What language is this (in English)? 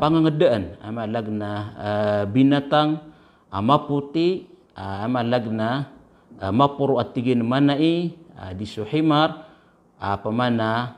Maranao